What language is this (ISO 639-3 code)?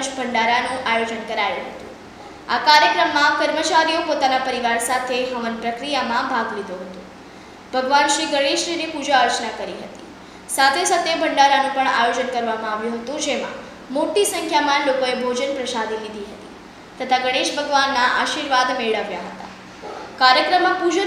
guj